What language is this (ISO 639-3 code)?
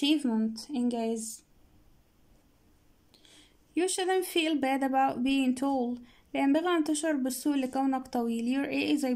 ara